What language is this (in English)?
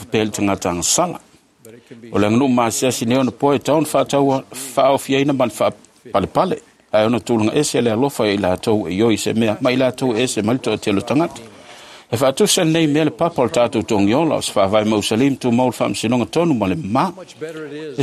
Samoan